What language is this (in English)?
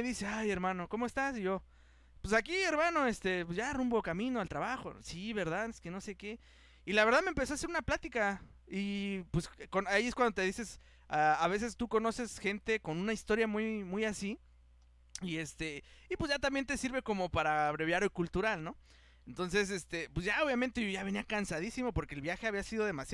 Spanish